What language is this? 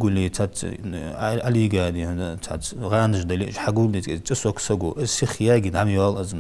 Ingush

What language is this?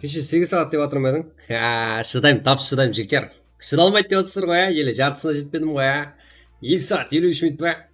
Kara-Kalpak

